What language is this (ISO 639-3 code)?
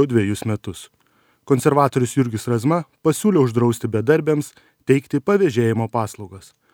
lit